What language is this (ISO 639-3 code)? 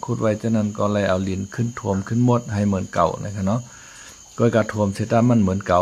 shn